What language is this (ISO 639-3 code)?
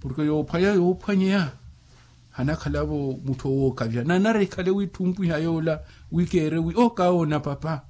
vmw